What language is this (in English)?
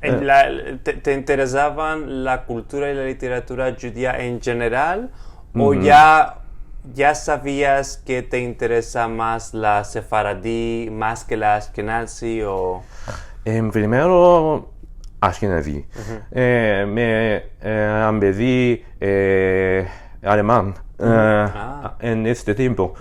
Ladino